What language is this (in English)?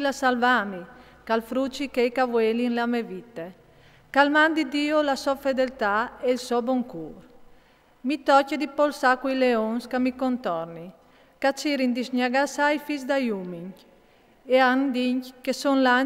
Friulian